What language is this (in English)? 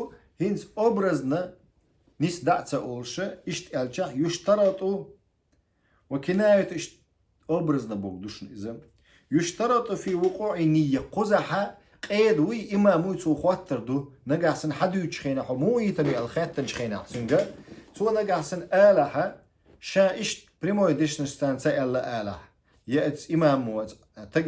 Chechen